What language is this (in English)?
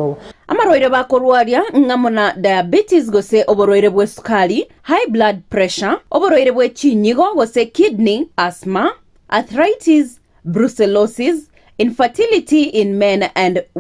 Gusii